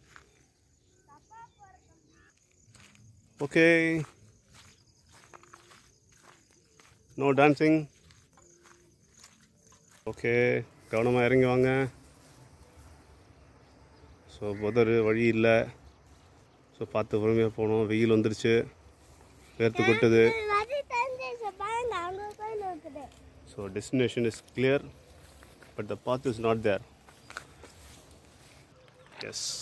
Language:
Tamil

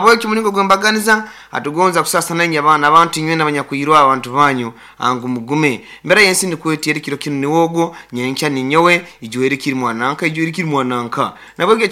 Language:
Nyoro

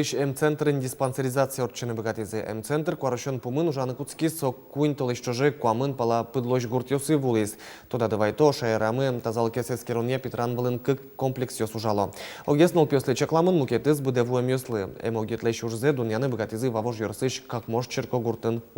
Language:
Udmurt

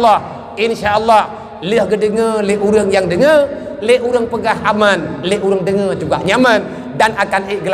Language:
Achinese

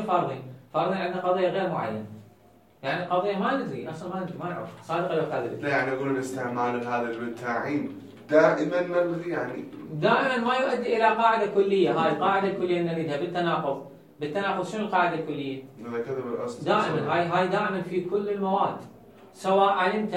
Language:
Mesopotamian Arabic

